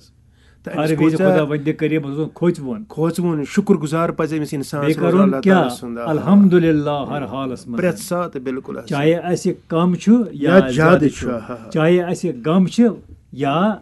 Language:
Kashmiri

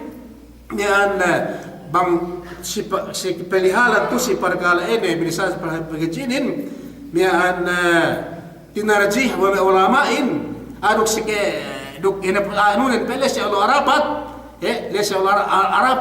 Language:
Yakan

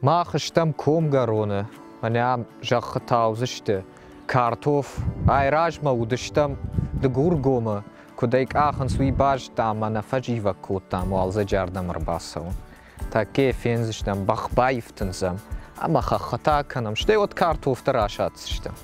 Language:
Ossetic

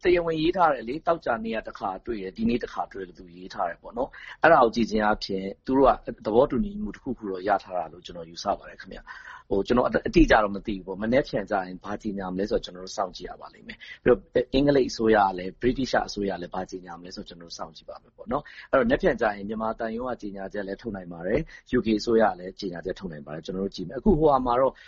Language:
Burmese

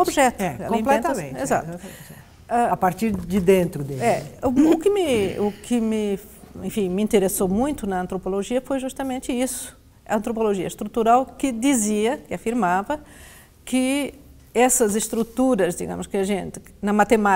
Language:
Portuguese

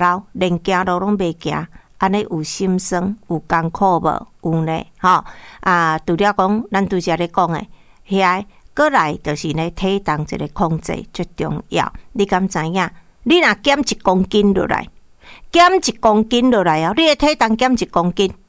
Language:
Min Nan Chinese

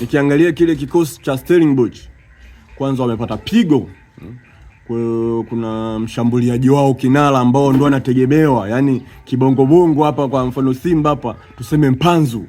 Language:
Swahili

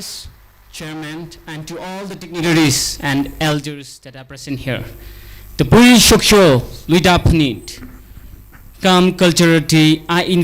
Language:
Tangkhul Naga (India)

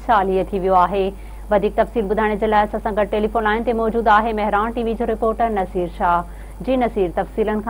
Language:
Sindhi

